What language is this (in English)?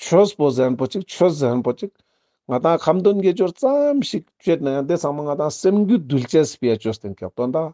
Ladakhi